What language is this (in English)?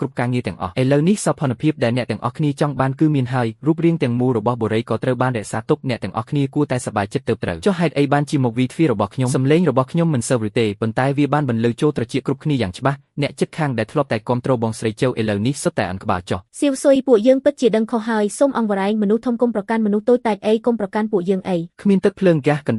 Khmer